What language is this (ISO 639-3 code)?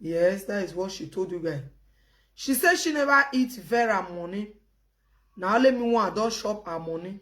pcm